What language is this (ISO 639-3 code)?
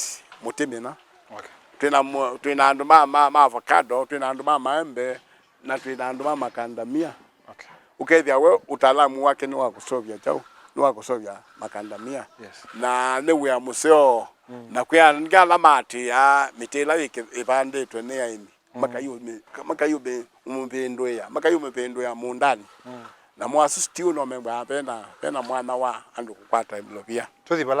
kam